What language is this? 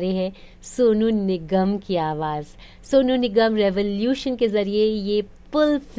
Hindi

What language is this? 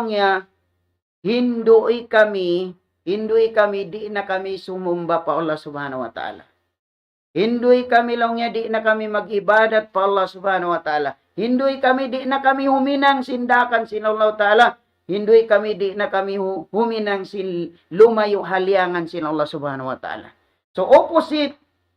Tausug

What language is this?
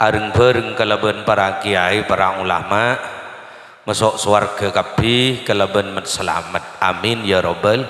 Madurese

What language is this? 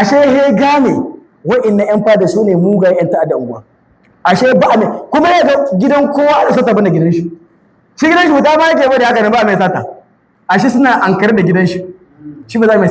Hausa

